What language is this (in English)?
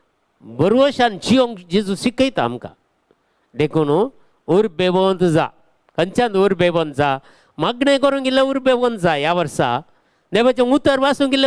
Konkani